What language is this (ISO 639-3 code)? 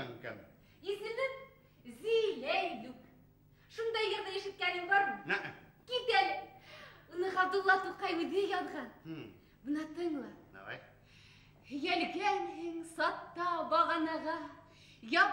bak